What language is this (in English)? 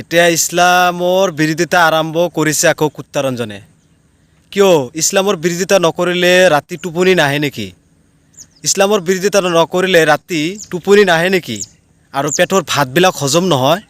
Assamese